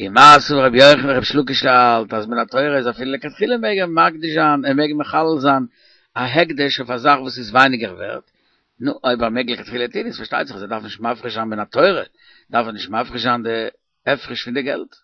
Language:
Yiddish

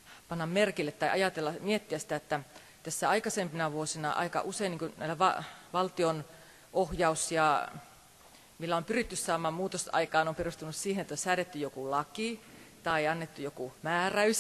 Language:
Finnish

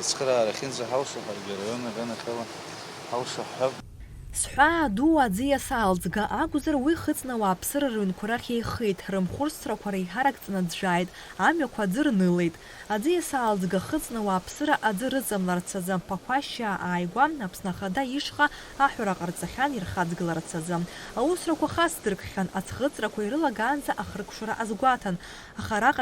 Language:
Abkhazian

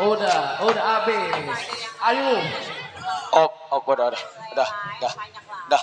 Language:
Betawi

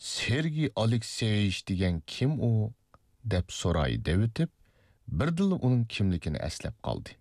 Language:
Uyghur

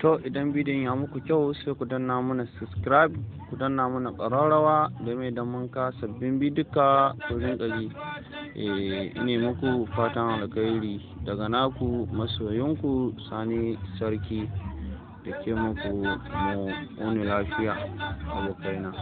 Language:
Hausa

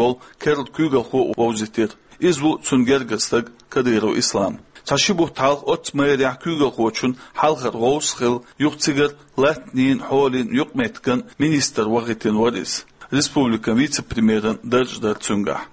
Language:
Chechen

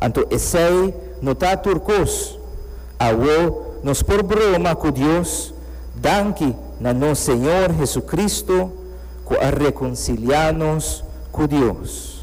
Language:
Papiamento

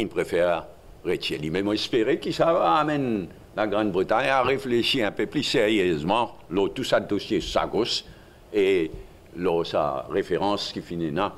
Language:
Morisyen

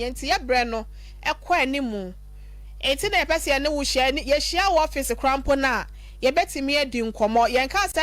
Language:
Akan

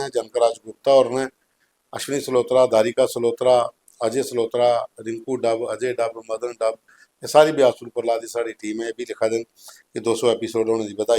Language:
Dogri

